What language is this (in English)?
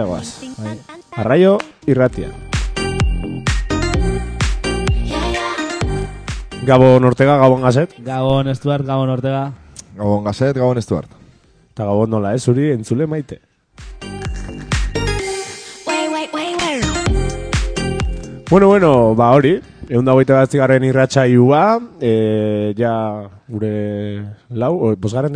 Basque